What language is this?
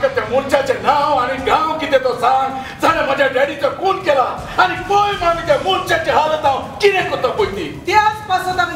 Konkani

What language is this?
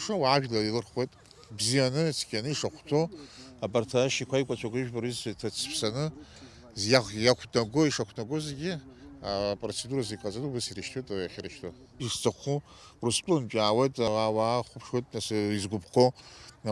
Abkhazian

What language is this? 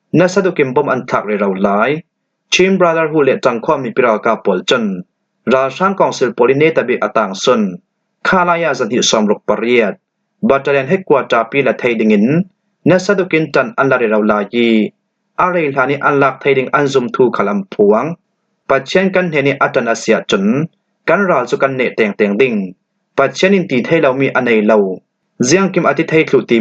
Falam Chin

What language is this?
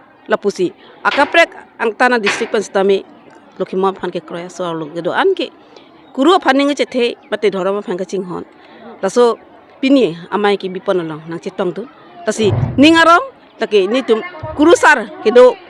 Karbi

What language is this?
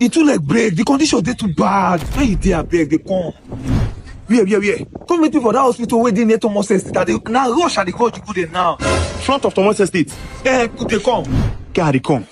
Nigerian Pidgin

